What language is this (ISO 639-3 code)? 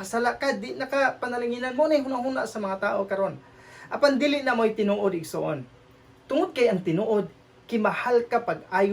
ceb